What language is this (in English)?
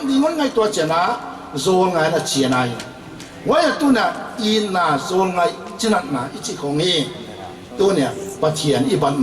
Paite Chin